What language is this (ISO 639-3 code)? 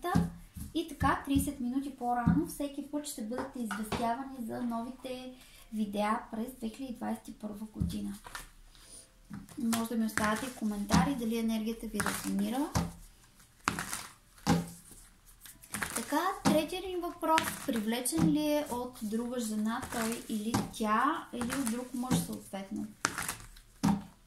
bul